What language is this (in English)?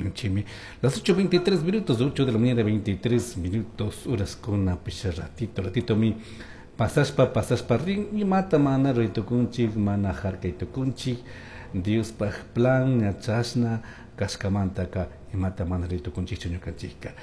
Chimborazo Highland Quichua